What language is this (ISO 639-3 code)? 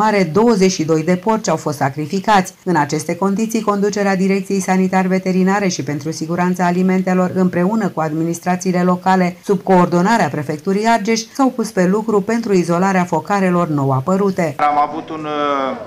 ron